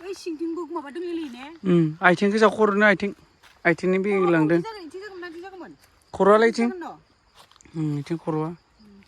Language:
Bodo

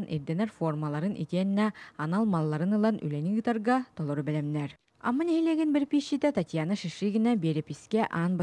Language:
Yakut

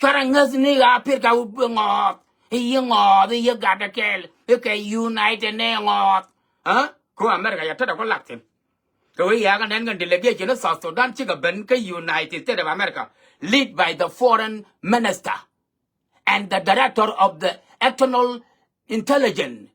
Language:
Nuer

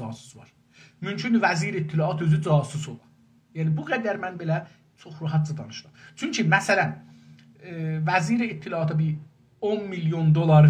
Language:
South Azerbaijani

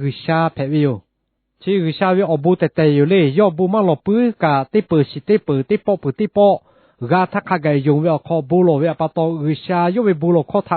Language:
Lahu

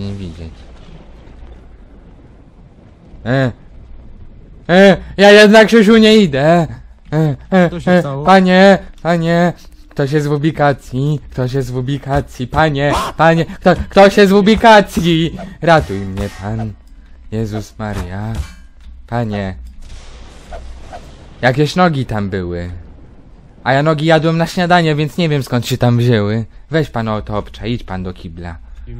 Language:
Polish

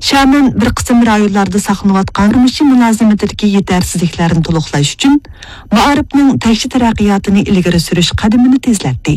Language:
Uyghur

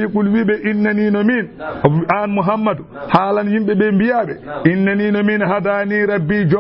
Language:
Fula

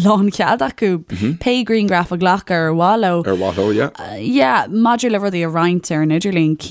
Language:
Irish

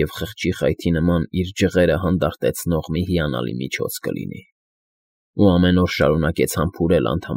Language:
Armenian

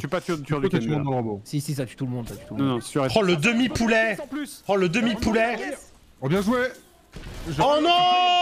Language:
French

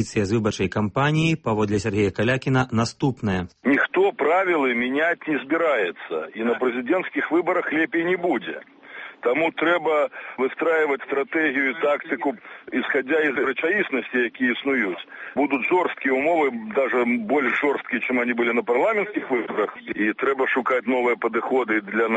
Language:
Belarusian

